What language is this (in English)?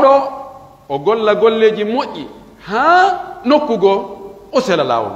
Pular